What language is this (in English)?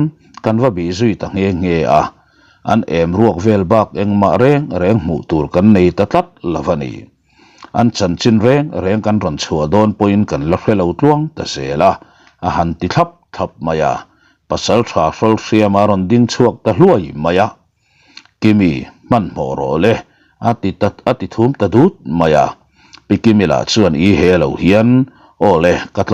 Mizo